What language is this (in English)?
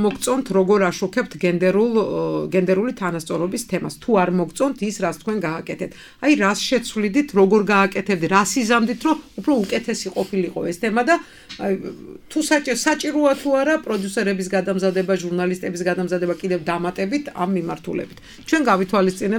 Georgian